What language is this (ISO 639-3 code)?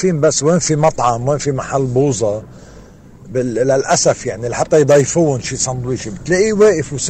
apc